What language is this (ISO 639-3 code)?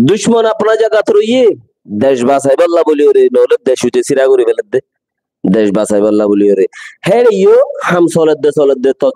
rhg